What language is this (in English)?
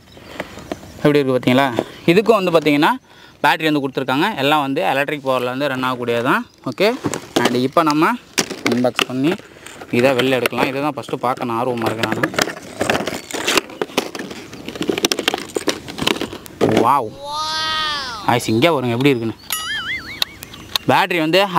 Tamil